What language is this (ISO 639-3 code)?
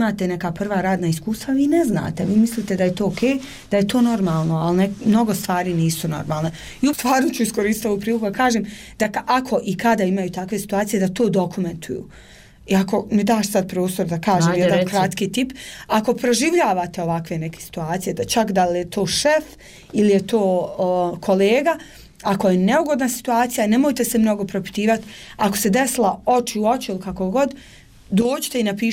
bos